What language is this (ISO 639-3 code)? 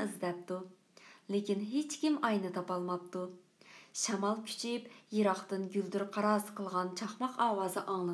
uig